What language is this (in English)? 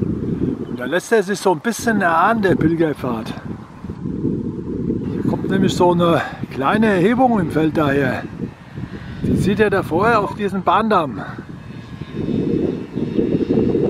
German